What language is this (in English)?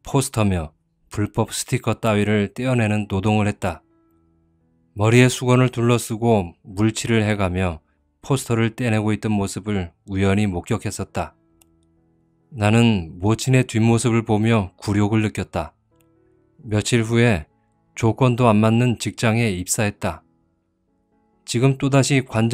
Korean